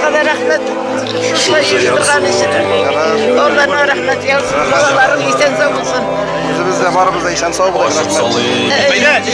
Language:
Tatar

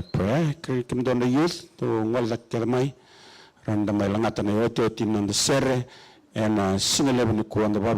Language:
Fijian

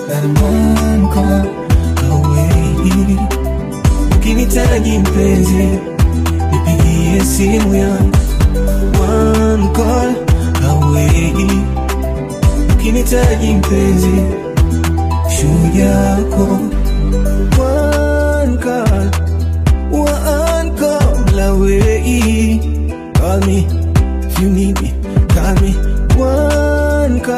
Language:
Swahili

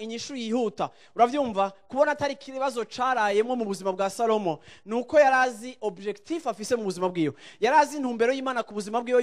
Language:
Rundi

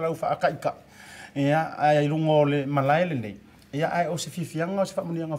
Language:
Samoan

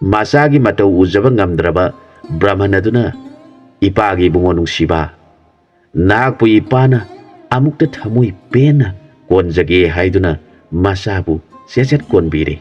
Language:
Manipuri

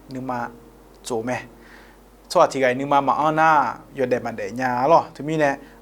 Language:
Akha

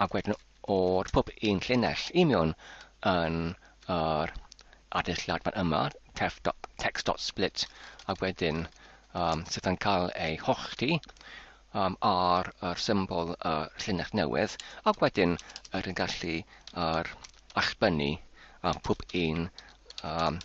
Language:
Welsh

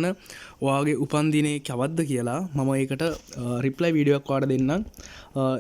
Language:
Sinhala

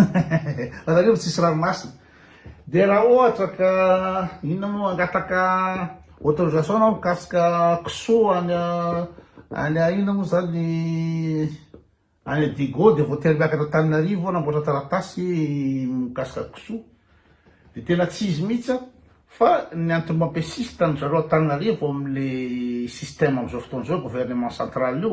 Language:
Malagasy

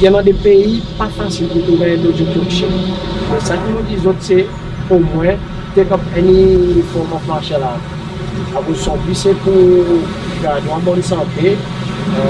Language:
Seselwa Creole French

